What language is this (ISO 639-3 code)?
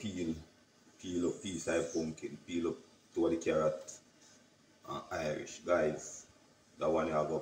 jam